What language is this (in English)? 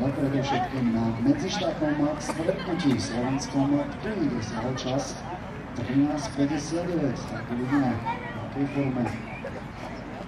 Slovak